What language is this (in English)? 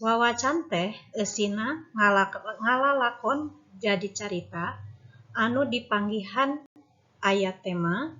Sundanese